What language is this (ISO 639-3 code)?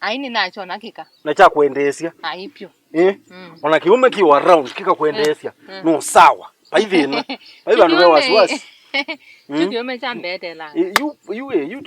kam